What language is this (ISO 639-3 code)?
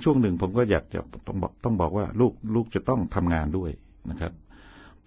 tha